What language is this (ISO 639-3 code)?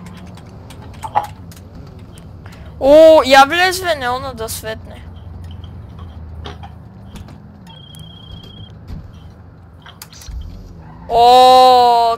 bul